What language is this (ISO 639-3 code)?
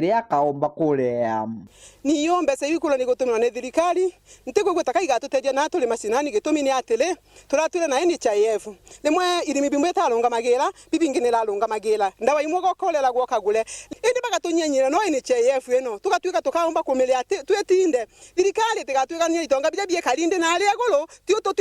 mer